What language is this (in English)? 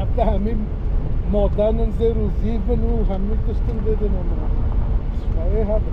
Kurdish